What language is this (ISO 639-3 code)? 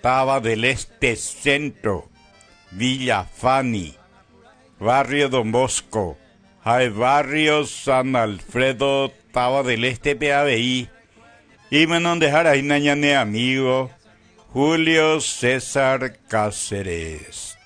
grn